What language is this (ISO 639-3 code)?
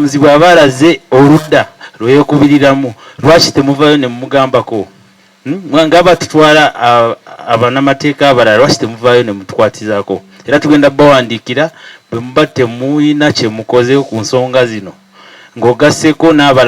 lug